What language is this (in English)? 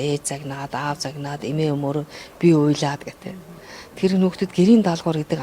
Mongolian